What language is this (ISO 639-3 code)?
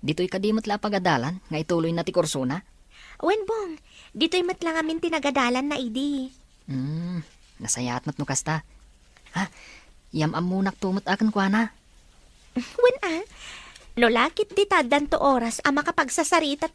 ilo